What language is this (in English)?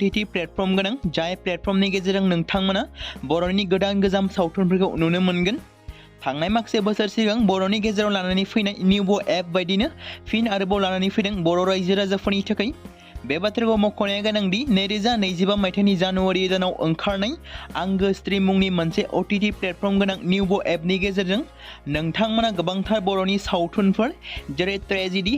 Bodo